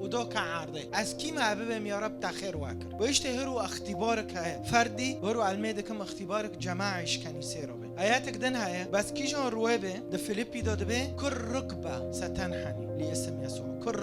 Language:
Kurdish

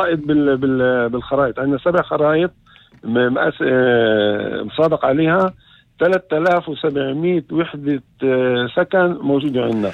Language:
North Levantine Arabic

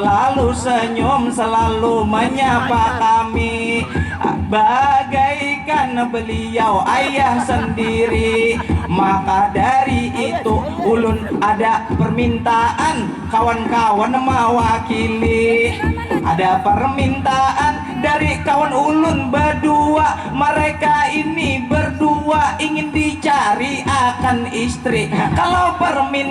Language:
Banjar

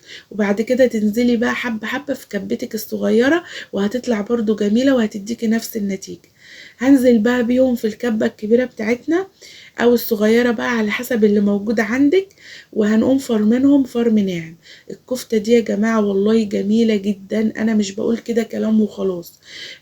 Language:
Egyptian Arabic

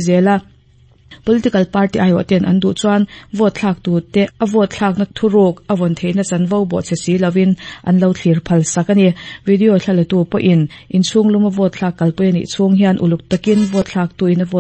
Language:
Mizo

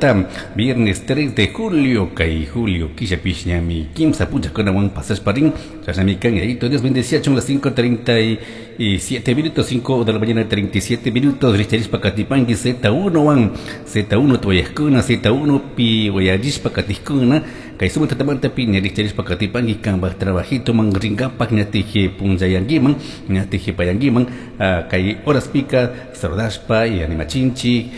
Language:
Chimborazo Highland Quichua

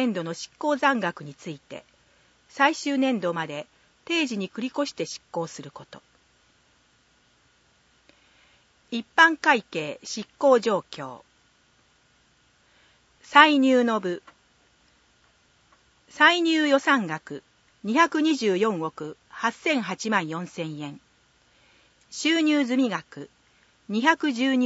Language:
Japanese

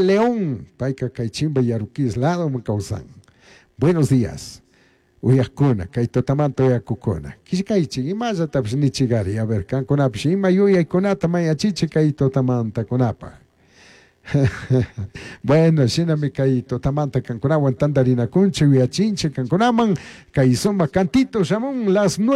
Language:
Chimborazo Highland Quichua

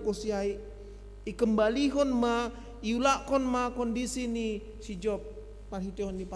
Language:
Batak Simalungun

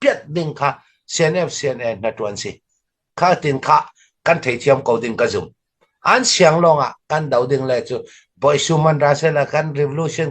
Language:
Falam Chin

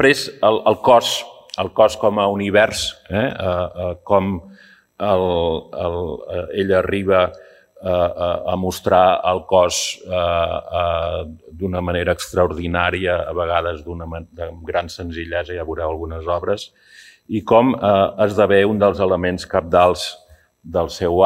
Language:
Catalan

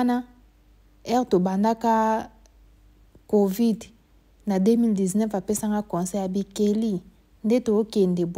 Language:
Lingala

